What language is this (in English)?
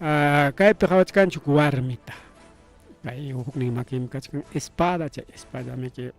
Ayacucho Quechua